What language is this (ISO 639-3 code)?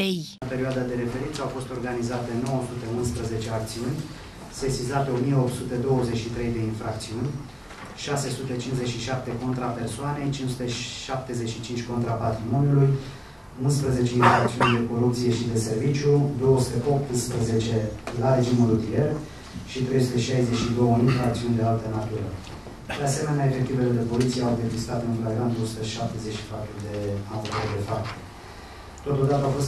ron